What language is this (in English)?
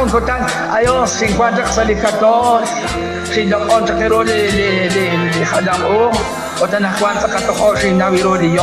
Kekchí